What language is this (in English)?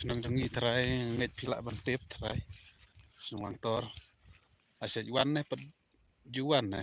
Khasi